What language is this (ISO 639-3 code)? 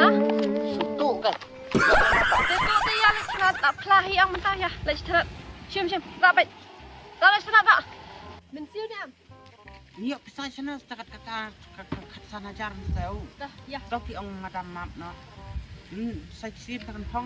kha